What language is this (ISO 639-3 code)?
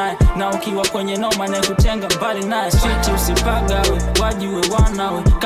swa